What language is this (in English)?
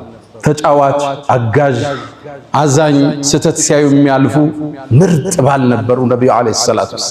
Amharic